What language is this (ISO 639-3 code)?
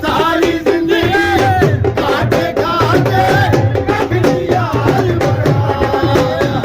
phr